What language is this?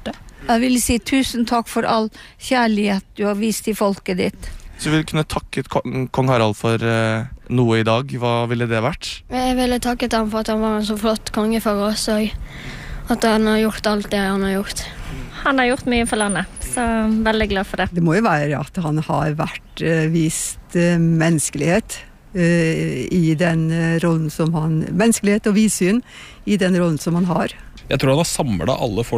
Norwegian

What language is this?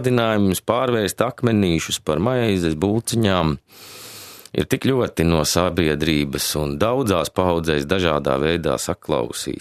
Latvian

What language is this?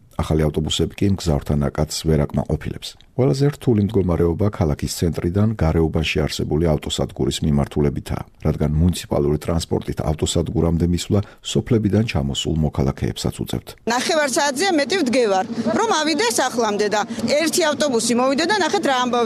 Georgian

